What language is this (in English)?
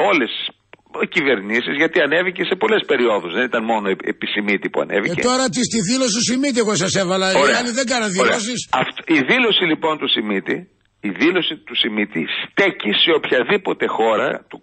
Greek